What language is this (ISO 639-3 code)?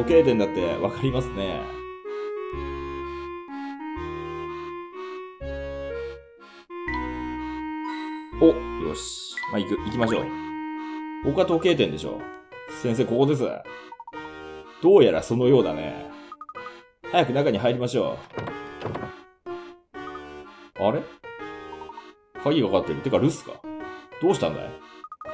jpn